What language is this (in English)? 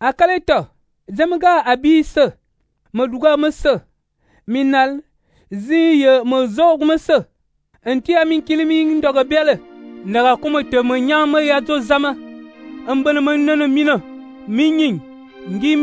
Fang